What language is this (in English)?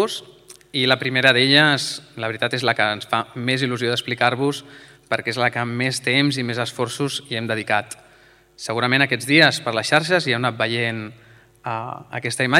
Catalan